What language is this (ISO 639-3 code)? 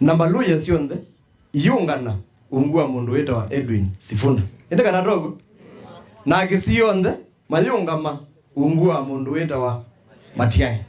kam